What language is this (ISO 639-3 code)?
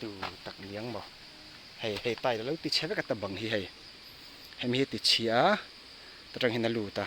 lus